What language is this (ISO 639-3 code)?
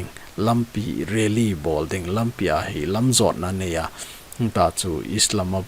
tcz